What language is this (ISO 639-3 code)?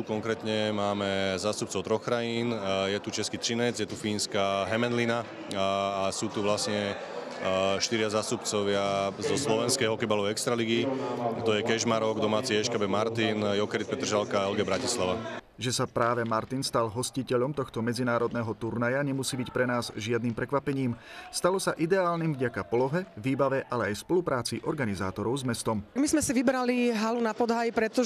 slk